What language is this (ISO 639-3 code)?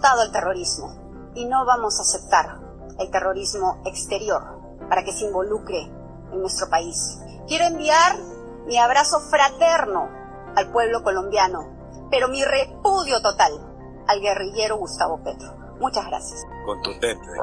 spa